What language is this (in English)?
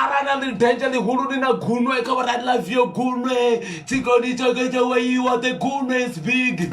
Venda